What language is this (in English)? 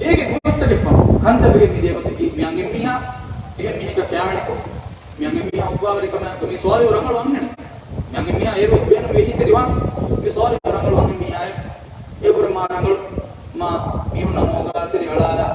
Divehi